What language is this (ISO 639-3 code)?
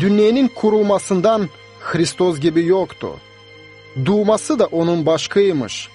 gag